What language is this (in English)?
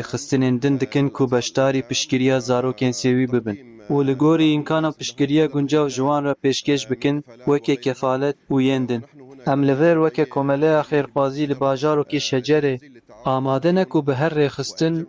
Kurdish